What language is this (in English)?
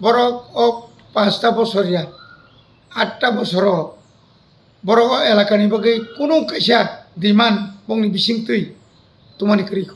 Kok Borok